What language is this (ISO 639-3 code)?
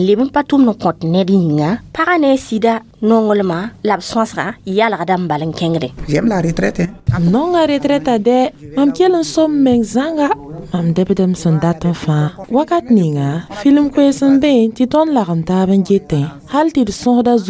mos